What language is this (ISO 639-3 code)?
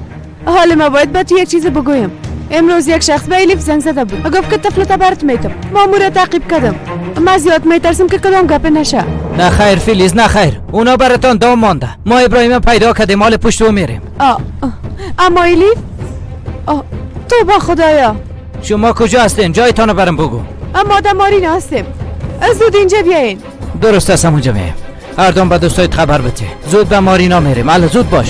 fas